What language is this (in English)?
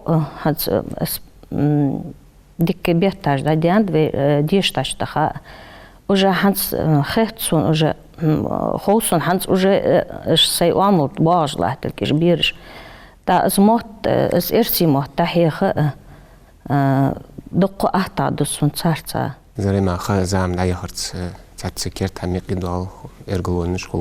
Ingush